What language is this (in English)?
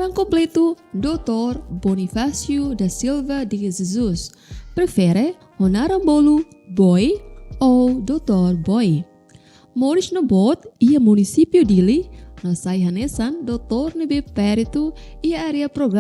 Tetum